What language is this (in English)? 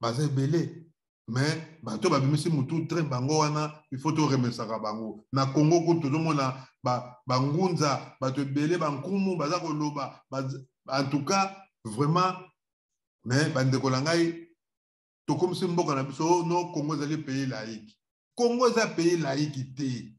Lingala